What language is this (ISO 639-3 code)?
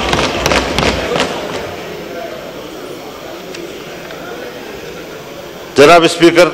urd